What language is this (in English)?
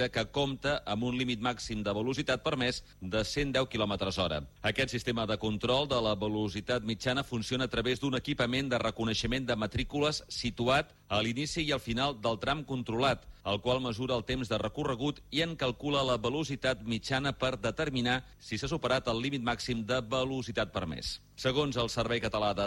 Catalan